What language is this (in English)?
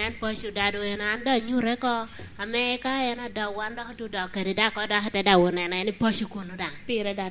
Lango (Uganda)